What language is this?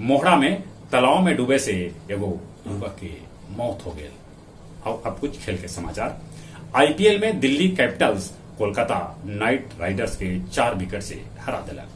Magahi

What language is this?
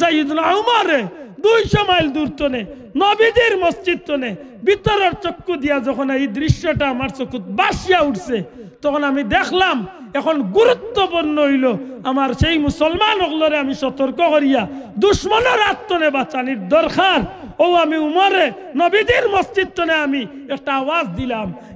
Sylheti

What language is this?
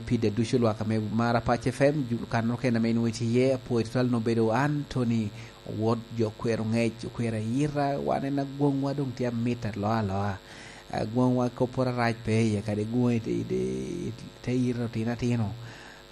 Lango (Uganda)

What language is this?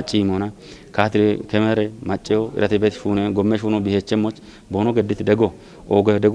Kafa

